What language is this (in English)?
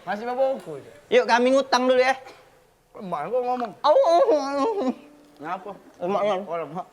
Musi